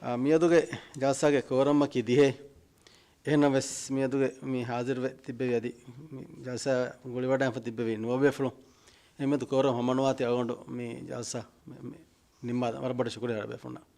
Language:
Divehi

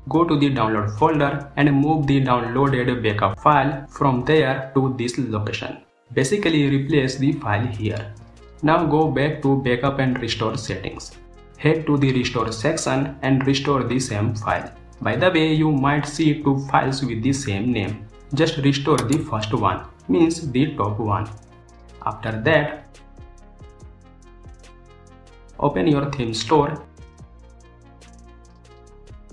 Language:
English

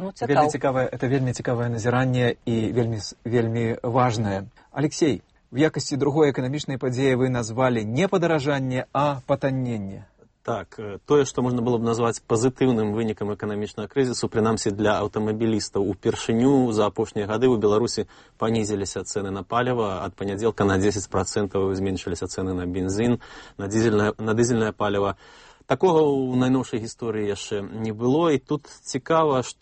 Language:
Belarusian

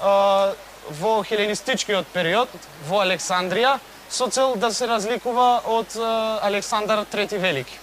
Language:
Macedonian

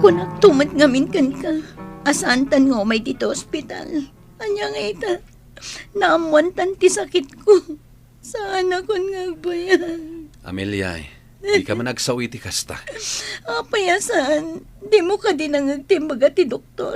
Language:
Iloko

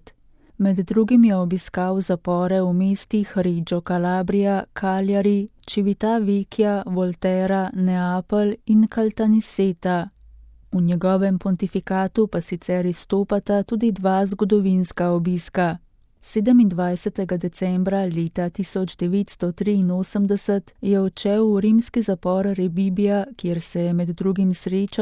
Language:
Slovenian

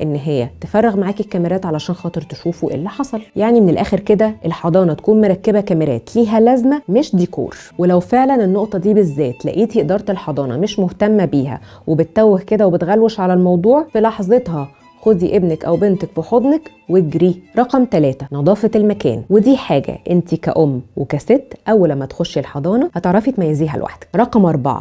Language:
Egyptian Arabic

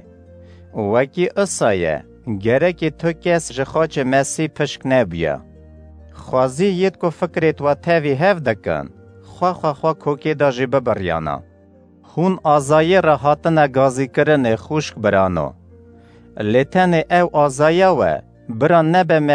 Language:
Kurdish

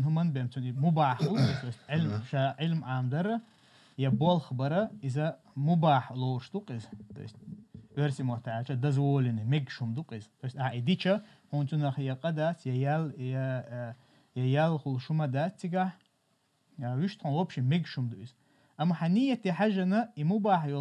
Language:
Chechen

